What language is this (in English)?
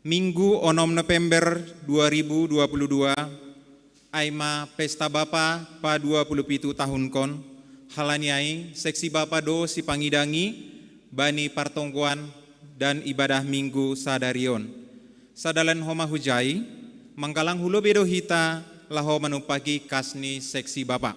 Batak Simalungun